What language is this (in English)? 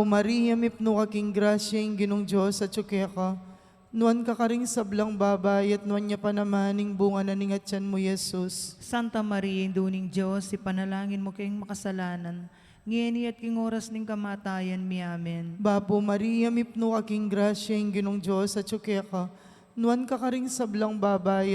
Pampanga